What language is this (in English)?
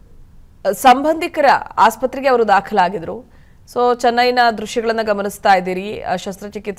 Kannada